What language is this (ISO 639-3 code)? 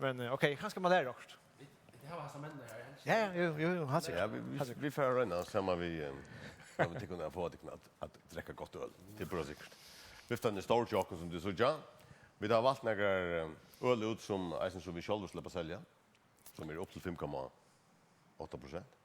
fao